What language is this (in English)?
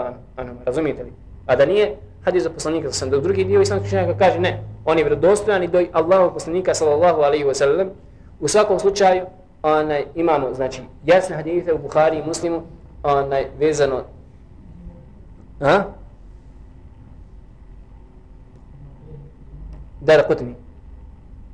Bosnian